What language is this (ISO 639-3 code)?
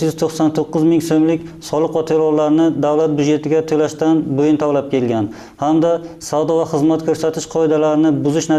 uzb